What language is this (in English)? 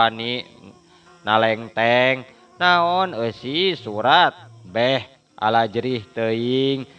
Sundanese